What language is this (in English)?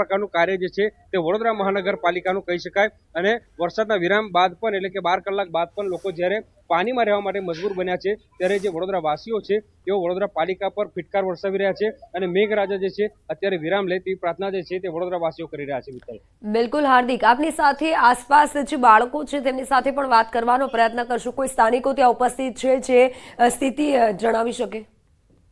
Gujarati